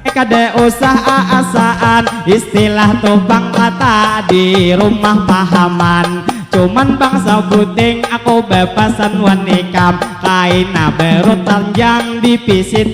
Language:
Banjar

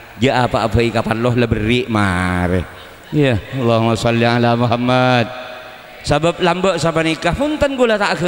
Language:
Madurese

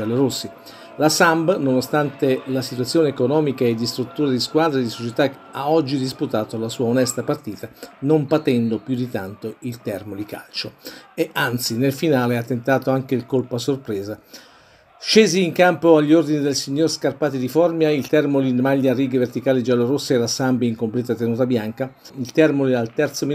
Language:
Italian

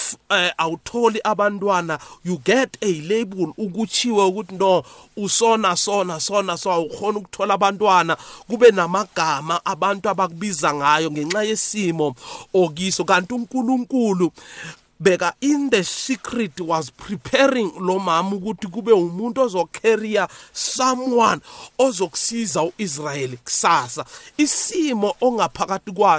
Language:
South Ndebele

